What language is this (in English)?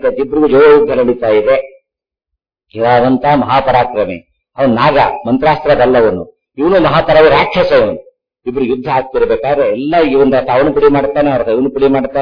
Kannada